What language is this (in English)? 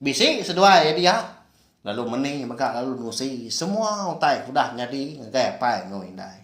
Iban